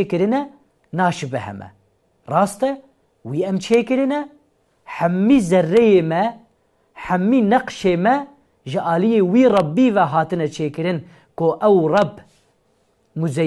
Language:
Kurdish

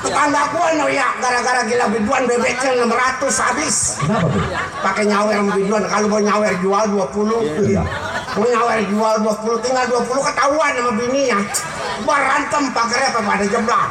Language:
Betawi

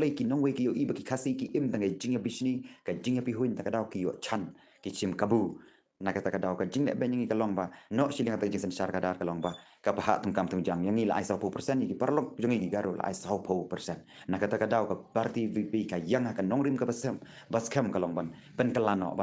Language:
Khasi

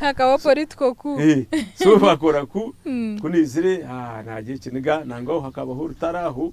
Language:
Nyankole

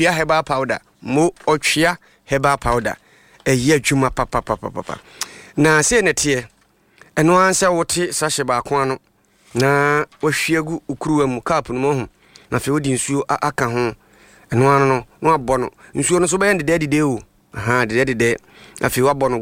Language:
Akan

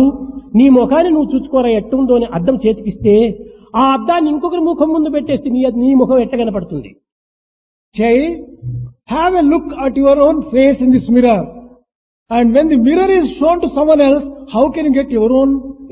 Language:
Telugu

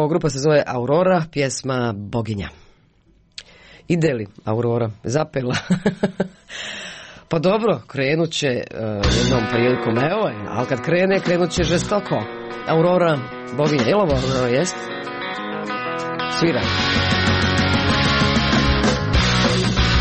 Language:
Croatian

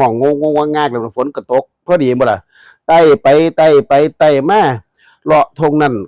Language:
Northeastern Thai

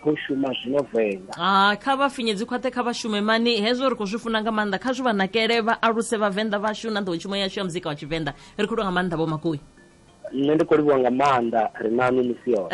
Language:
Venda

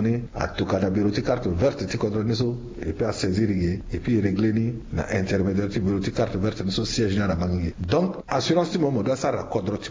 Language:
Sango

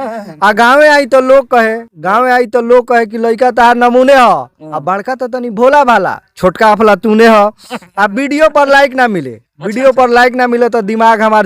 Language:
Bhojpuri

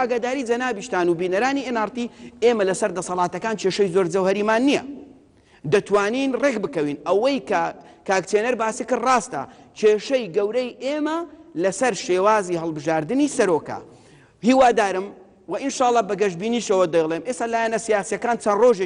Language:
Central Kurdish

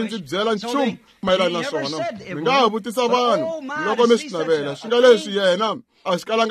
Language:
Tsonga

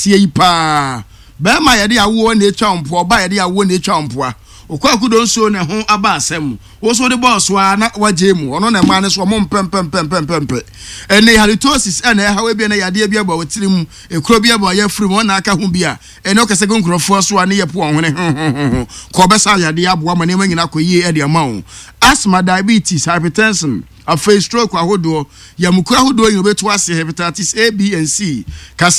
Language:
Akan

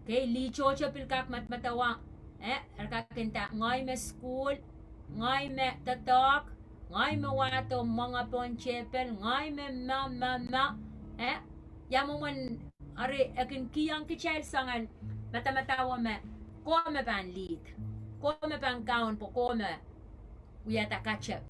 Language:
Pohnpeian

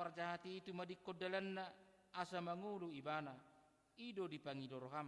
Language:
Batak Toba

